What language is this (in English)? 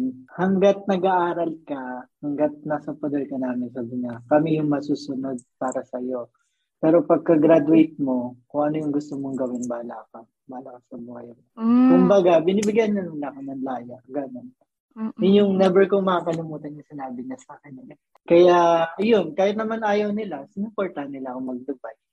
Filipino